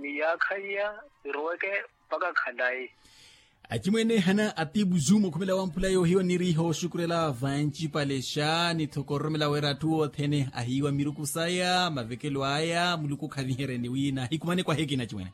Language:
Makhuwa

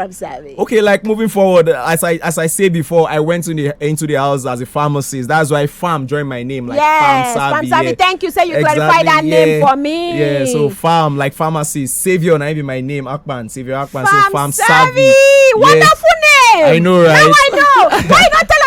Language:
Nigerian Pidgin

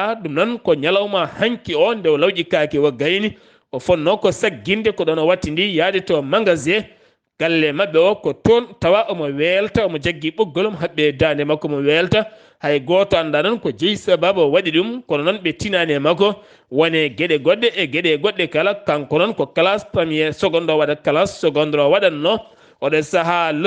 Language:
Fula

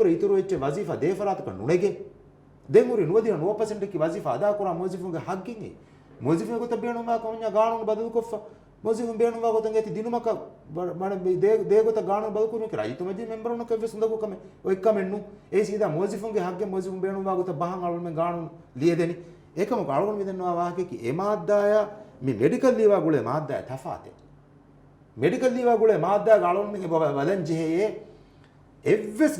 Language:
Divehi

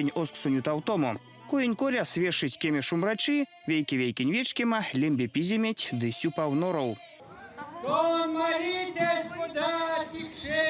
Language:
Erzya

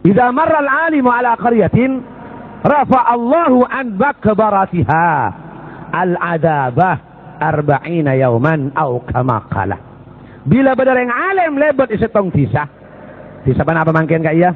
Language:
Madurese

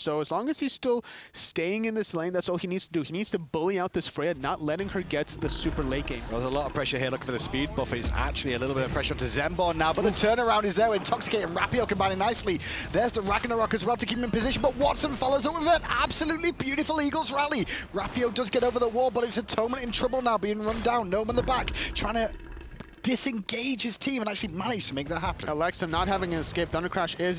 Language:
English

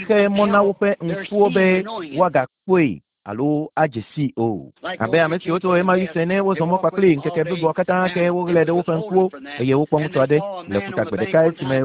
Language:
Ewe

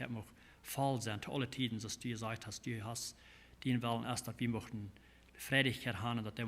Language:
Plautdietsch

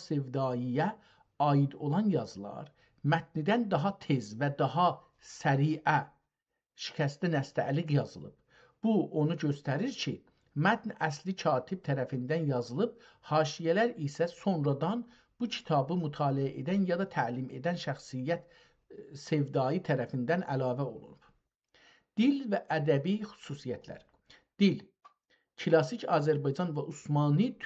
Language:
South Azerbaijani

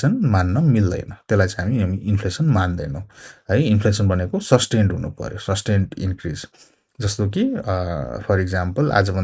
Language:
Nepali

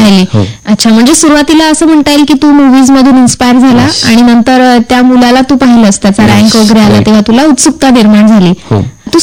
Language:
Marathi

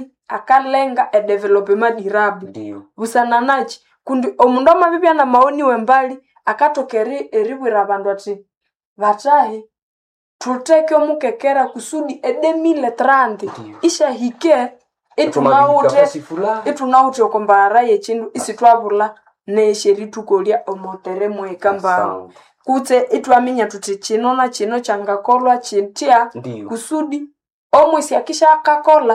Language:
Nande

